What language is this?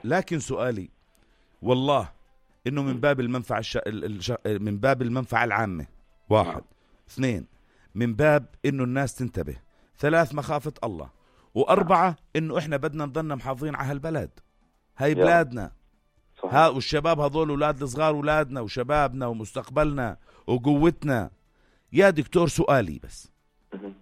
North Levantine Arabic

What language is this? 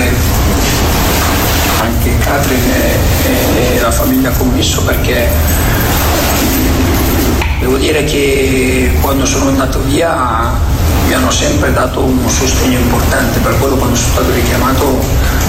Italian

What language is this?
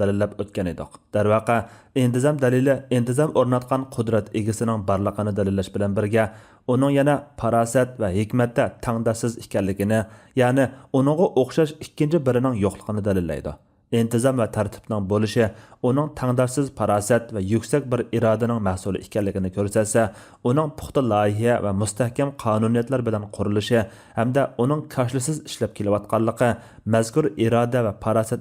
Uyghur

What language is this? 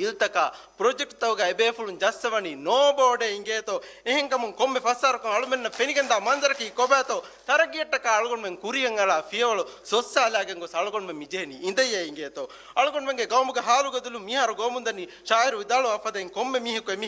Divehi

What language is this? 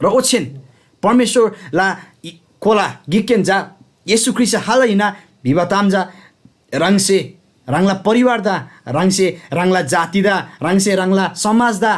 Eastern Tamang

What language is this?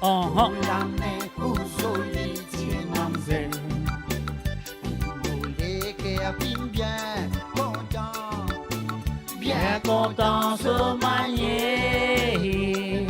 Morisyen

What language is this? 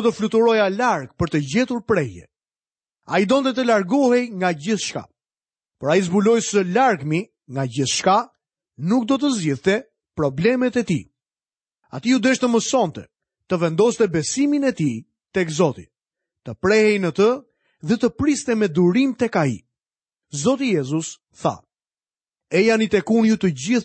Albanian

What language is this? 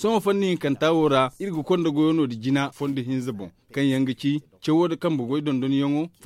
Zarma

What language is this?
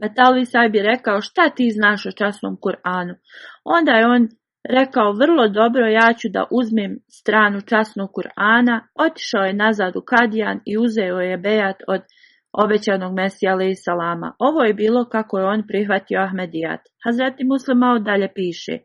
Bosnian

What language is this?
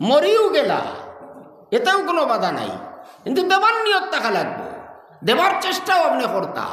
Sylheti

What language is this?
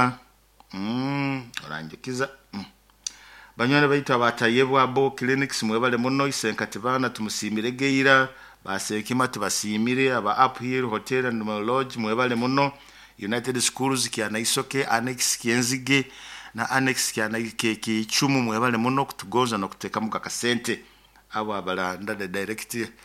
Nyoro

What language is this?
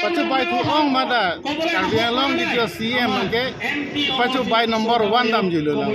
Karbi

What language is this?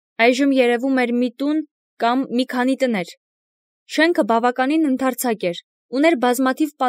Armenian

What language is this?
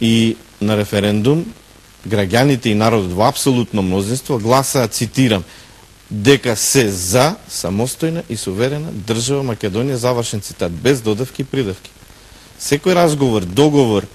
Macedonian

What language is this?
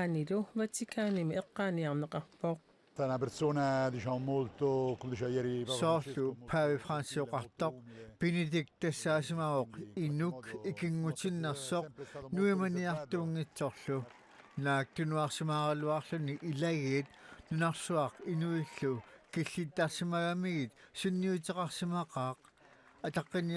Kalaallisut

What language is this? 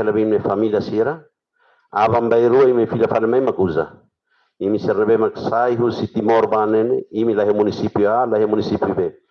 Tetum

